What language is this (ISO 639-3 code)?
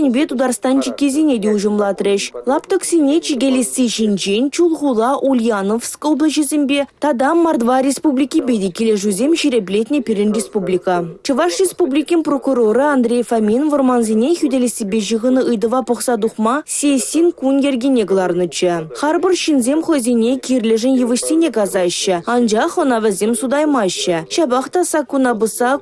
chv